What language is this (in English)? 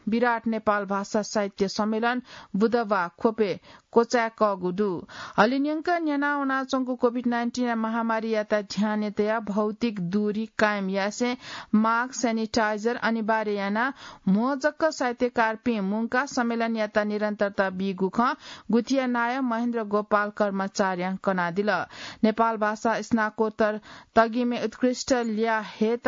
Newari